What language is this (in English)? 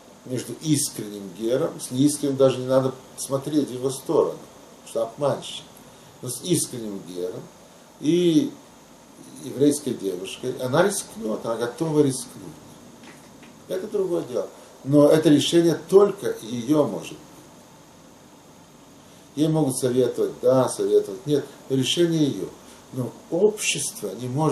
Russian